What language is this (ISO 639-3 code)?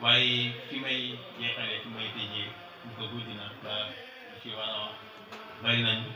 wol